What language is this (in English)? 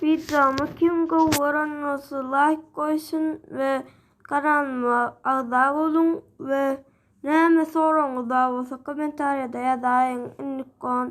Turkmen